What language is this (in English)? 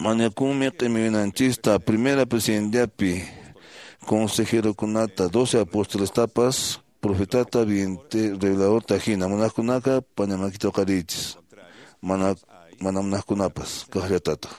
Quechua